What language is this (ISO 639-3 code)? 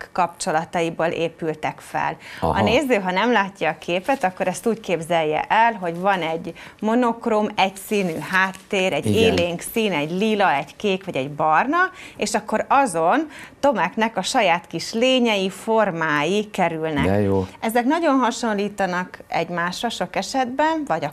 hun